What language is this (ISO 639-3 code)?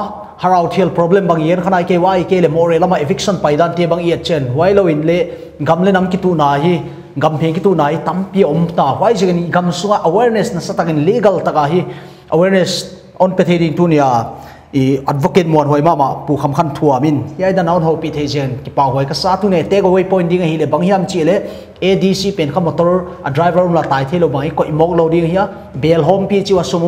pck